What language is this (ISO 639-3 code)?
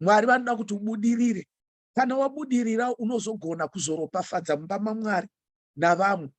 sna